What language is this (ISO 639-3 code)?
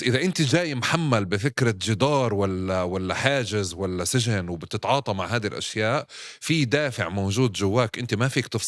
apc